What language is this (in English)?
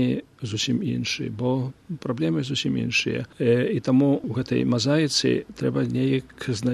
Belarusian